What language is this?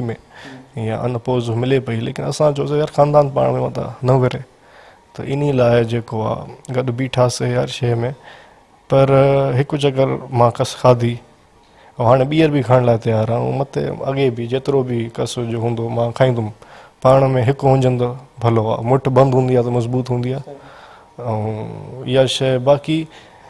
Sindhi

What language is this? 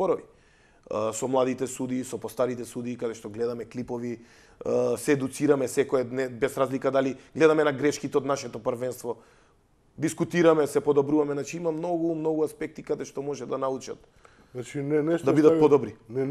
Macedonian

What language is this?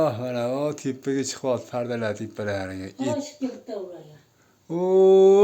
Uzbek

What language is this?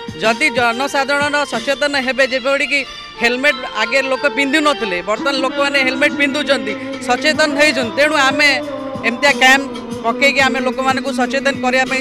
Odia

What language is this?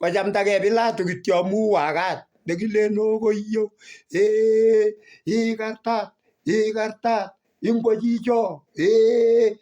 Kalenjin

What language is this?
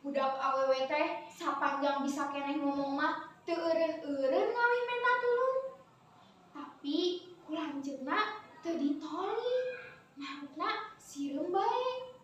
Sundanese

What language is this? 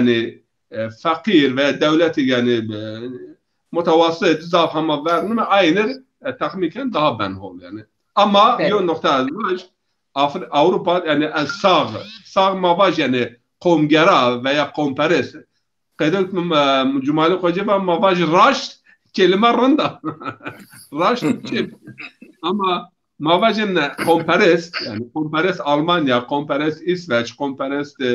Zaza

